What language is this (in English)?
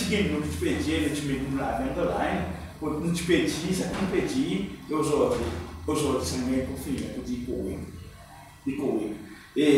Seselwa Creole French